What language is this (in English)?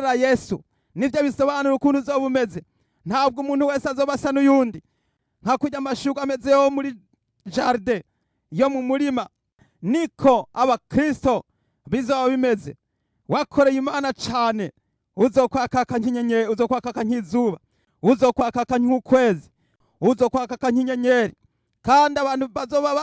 Rundi